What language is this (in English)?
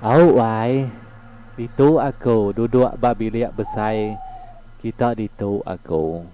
Iban